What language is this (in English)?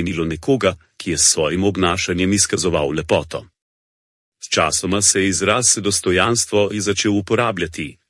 Slovenian